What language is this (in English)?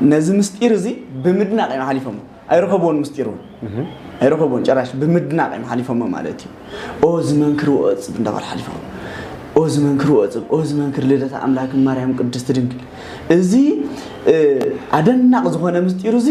Tigrinya